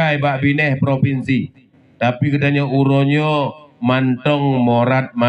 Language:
Achinese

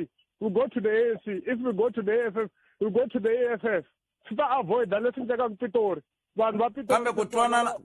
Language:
Tsonga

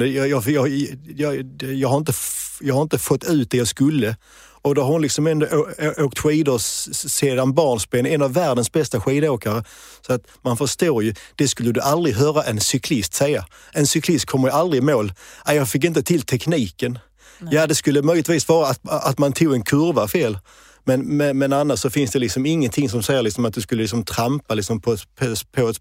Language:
Swedish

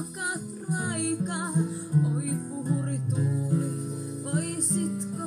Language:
Finnish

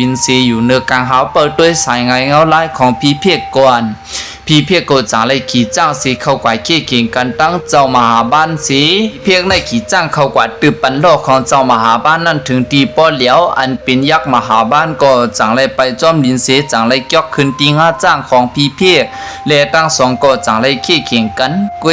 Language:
Shan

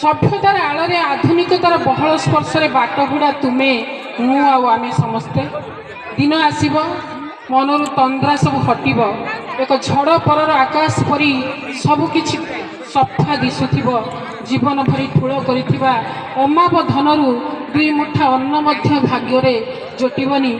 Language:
Odia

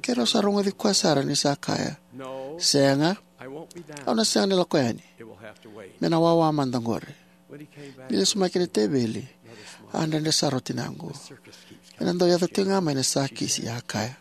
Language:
Fijian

